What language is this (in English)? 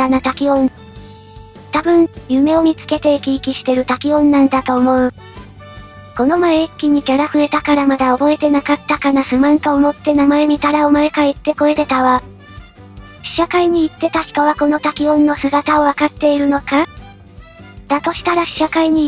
Japanese